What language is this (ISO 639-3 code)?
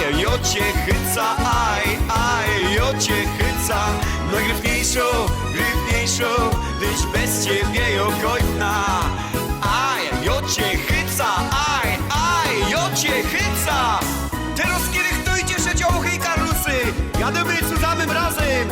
szl